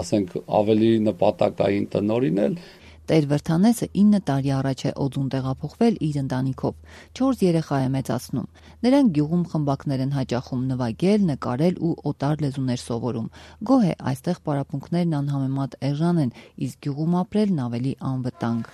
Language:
Armenian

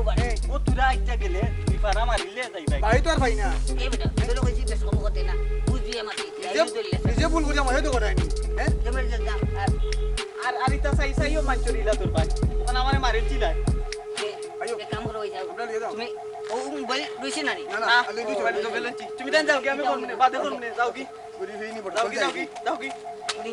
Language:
Sylheti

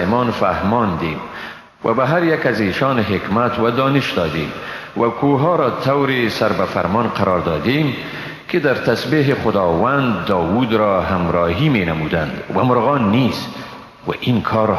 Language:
Persian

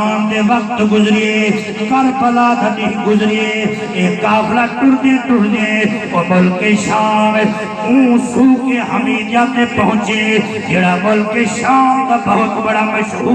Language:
Saraiki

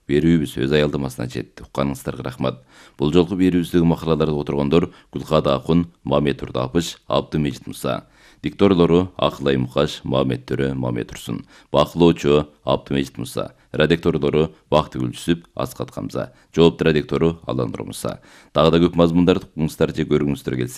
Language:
Kyrgyz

